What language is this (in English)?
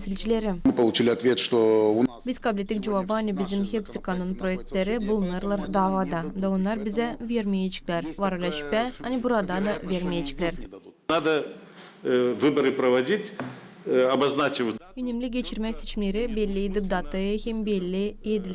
Gagauz